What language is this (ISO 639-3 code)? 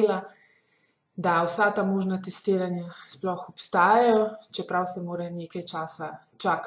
slv